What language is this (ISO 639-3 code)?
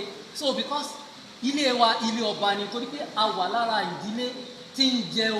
yor